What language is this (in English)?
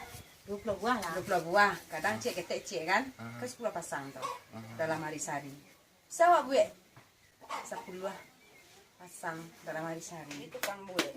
Minangkabau